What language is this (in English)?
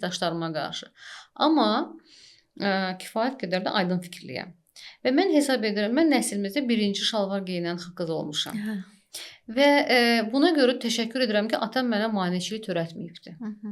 Azerbaijani